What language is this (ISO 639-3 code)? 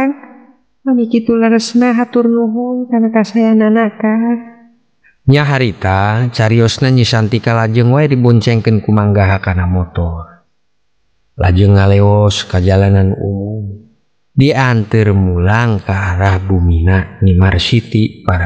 sun